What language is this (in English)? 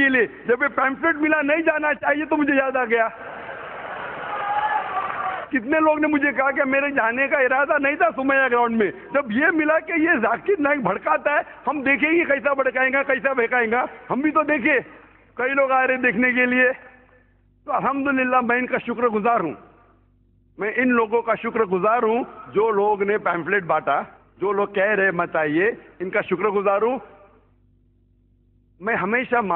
Urdu